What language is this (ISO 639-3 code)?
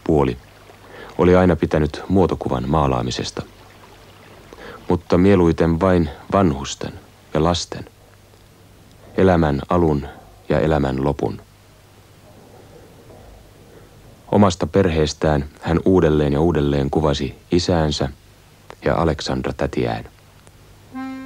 fin